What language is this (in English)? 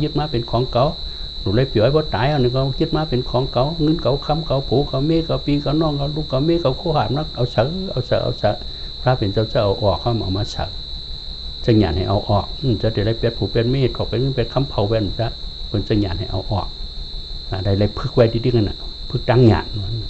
Shan